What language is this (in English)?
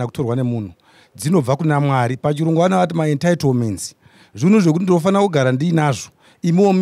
Shona